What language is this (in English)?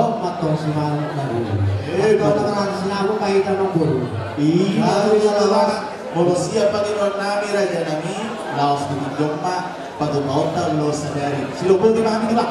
Batak Toba